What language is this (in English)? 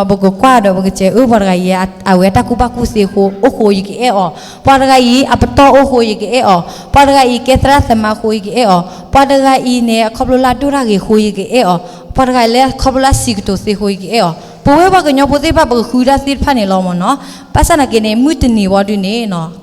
S'gaw Karen